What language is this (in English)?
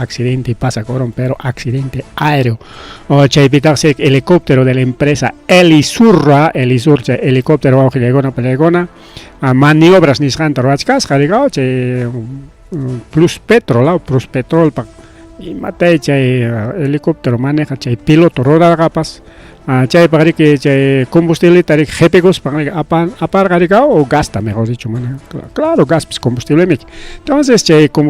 Ayacucho Quechua